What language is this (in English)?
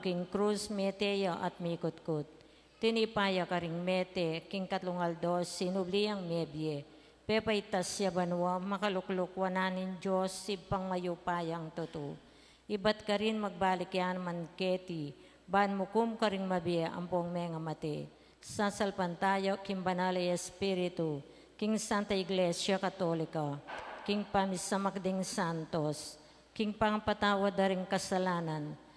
Pampanga